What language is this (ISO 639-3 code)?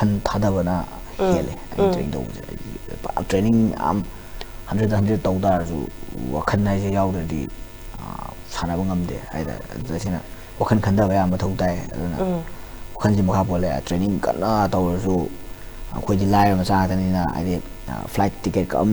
mni